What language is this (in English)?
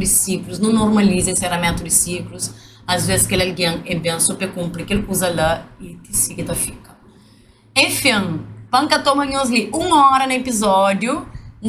Kabuverdianu